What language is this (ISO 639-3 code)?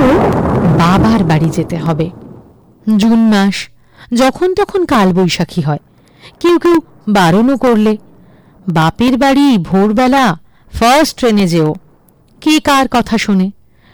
ben